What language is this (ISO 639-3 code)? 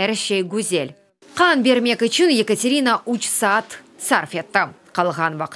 crh